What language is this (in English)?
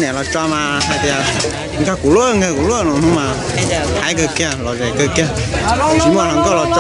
Hmong